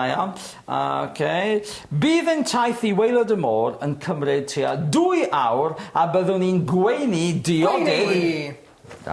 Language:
Welsh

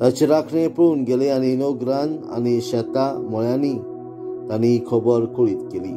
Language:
Konkani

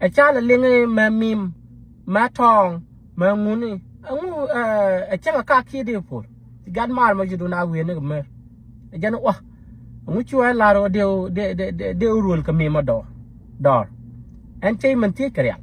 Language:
Nuer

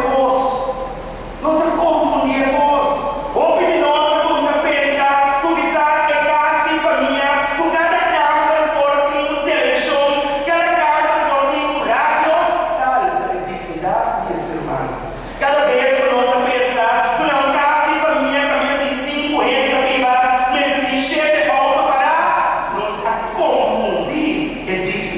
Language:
Papiamento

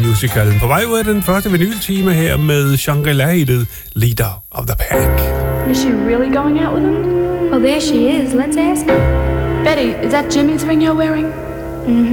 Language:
Danish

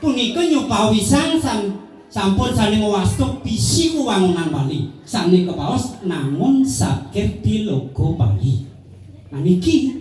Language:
Balinese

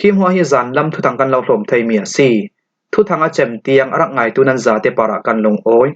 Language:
Falam Chin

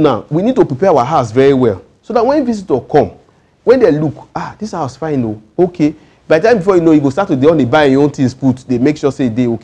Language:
Nigerian Pidgin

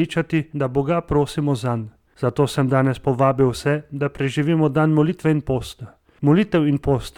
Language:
Slovenian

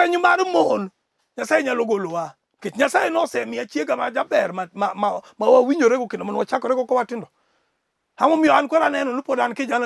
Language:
Luo (Kenya and Tanzania)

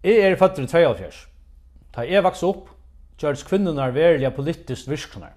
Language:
Faroese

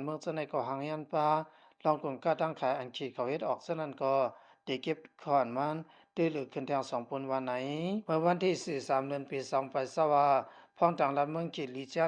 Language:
Shan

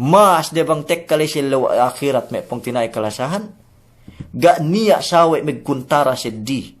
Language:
Yakan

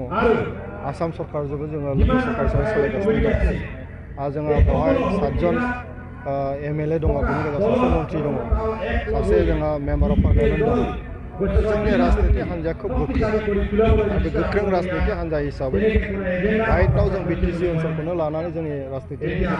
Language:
Bodo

